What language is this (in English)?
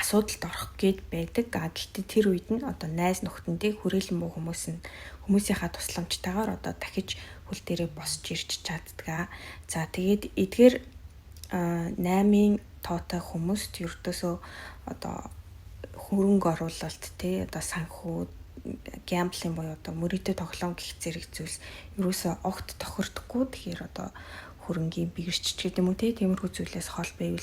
Mongolian